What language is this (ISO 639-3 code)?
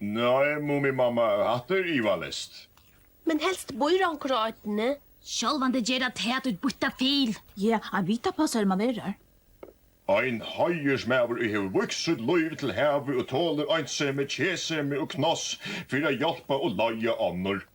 fao